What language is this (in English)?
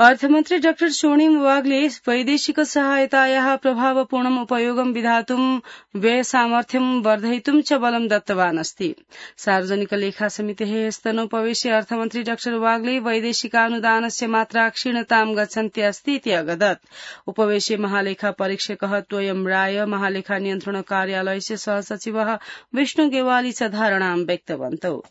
Sanskrit